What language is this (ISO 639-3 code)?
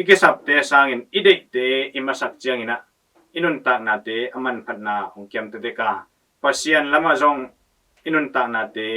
ctd